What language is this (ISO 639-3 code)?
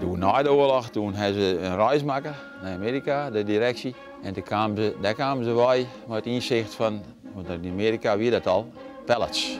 fry